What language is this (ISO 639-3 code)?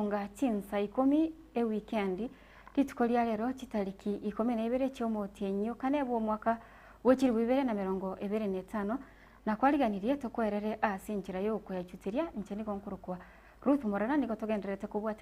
guz